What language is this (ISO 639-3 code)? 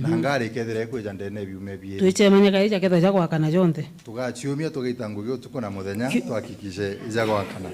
mer